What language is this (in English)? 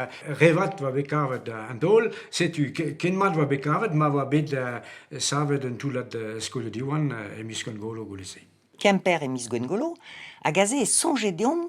Breton